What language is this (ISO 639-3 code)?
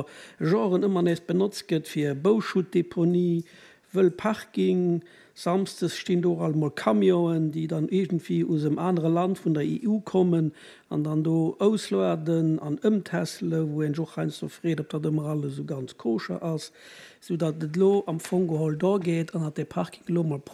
ltz